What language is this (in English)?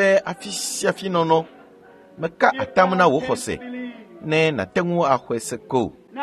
Ewe